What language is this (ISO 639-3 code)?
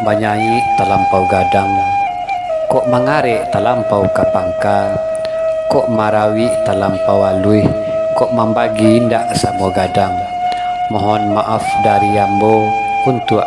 min